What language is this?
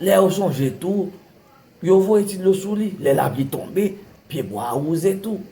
Haitian Creole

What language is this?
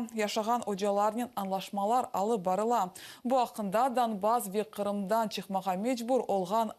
Crimean Tatar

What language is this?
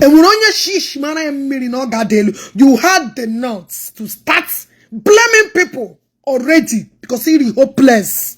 Igbo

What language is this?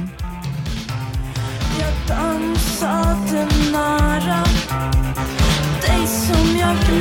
Swedish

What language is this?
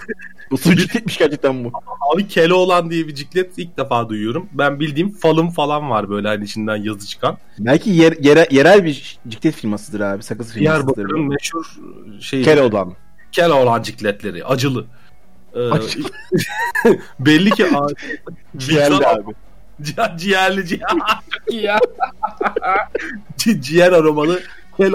Turkish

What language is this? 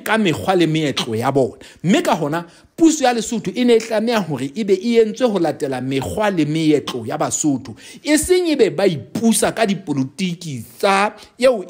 Southern Sotho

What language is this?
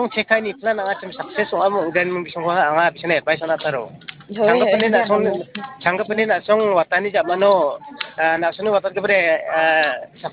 Garo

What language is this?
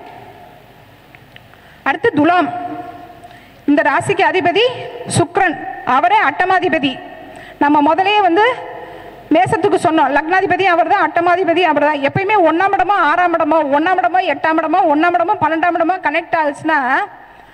Tamil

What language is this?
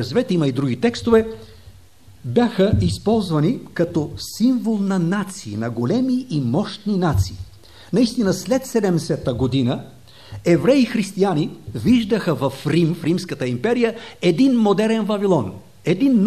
Bulgarian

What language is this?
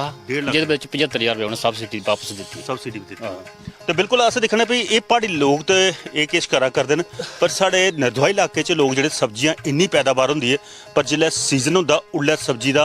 Dogri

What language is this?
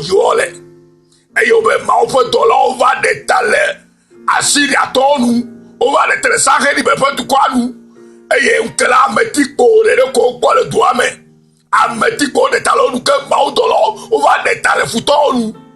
Ewe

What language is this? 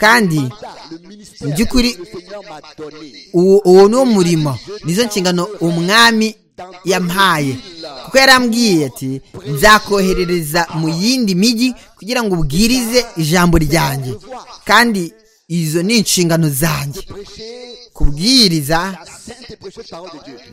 Kinyarwanda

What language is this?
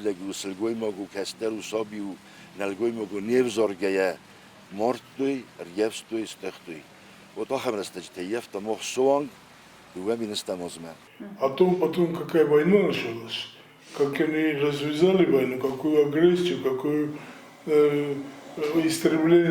Ossetic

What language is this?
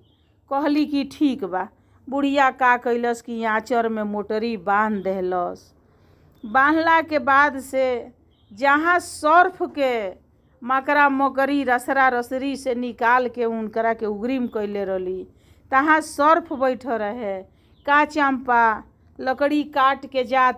Bhojpuri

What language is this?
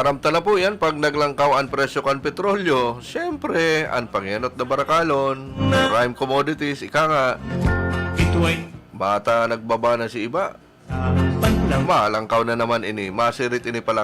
Bikol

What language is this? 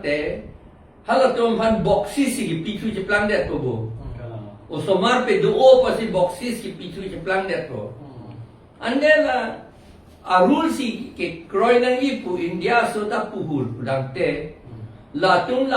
Karbi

